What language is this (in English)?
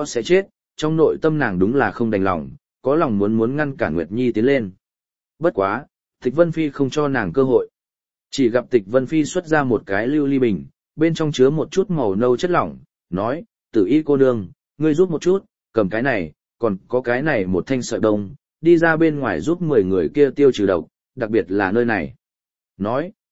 Vietnamese